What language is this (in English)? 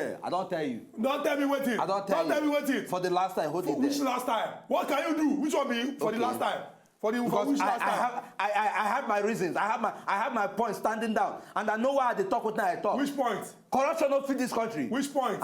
Nigerian Pidgin